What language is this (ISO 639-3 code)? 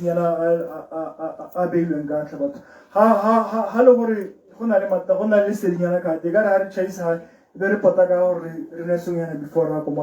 tsn